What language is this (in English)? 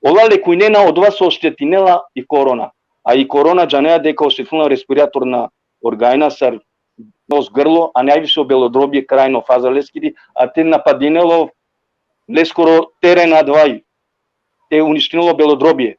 Balkan Romani